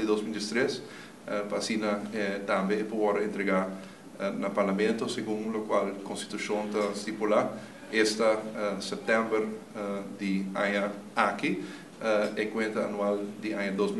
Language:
Papiamento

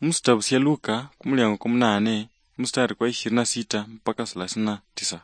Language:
Luyia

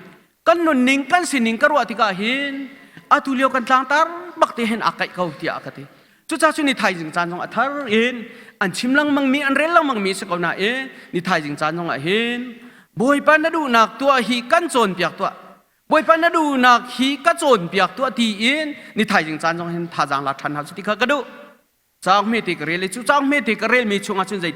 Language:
Hakha Chin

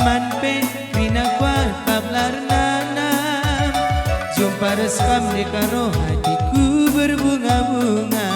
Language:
Batak Karo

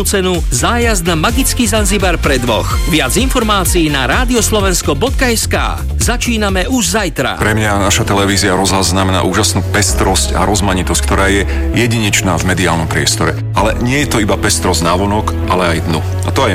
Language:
Slovak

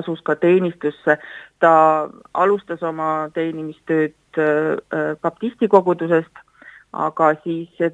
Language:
Estonian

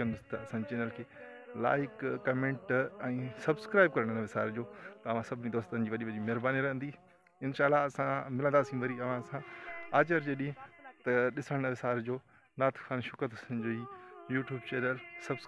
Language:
Sindhi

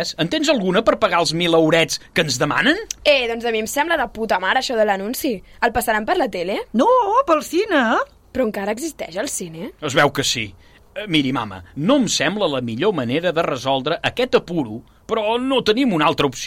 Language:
Catalan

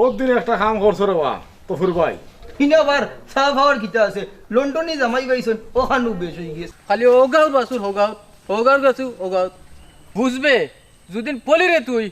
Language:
Sylheti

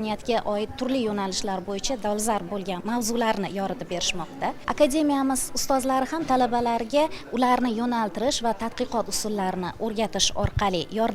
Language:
Uzbek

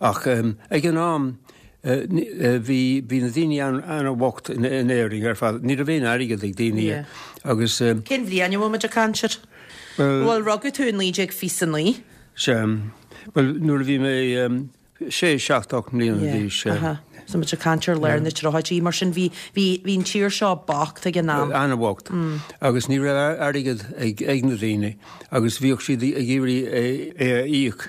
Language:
Irish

